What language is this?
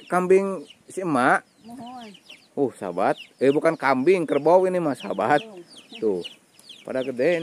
Indonesian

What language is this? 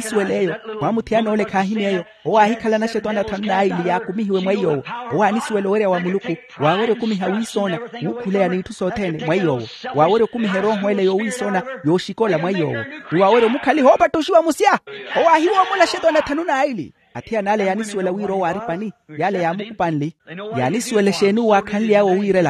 Makhuwa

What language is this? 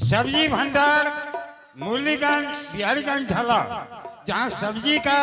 Angika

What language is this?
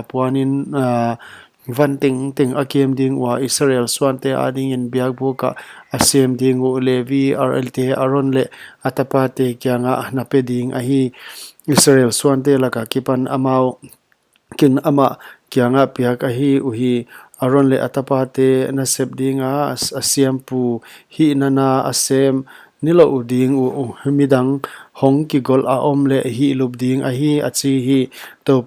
Paite Chin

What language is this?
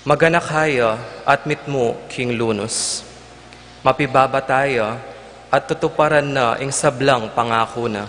Pampanga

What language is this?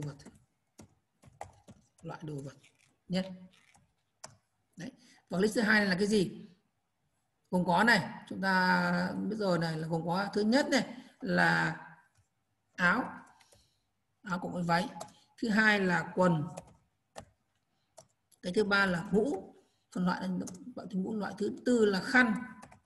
Vietnamese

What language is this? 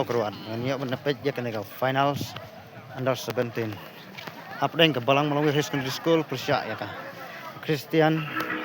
Khasi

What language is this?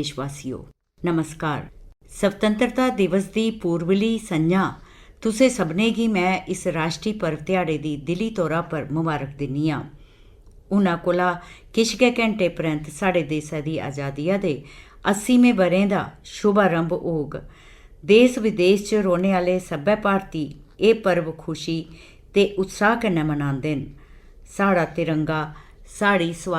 Dogri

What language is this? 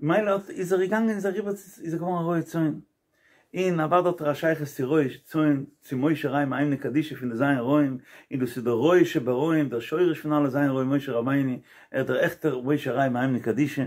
Yiddish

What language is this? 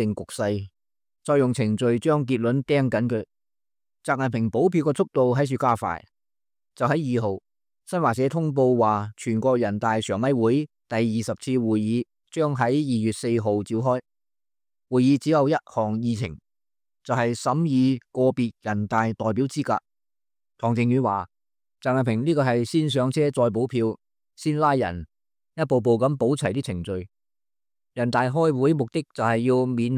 Cantonese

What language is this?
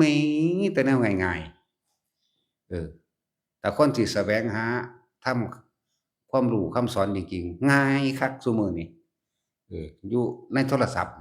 Lao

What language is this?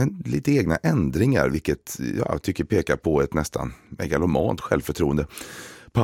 Swedish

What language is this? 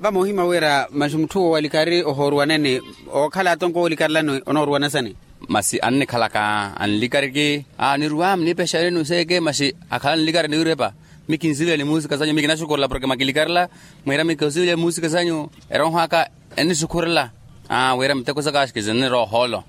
Makhuwa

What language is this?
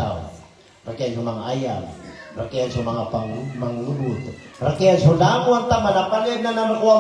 Maranao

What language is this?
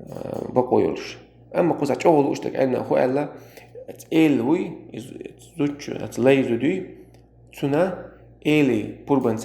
Chechen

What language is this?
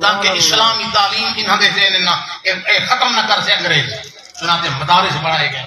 Saraiki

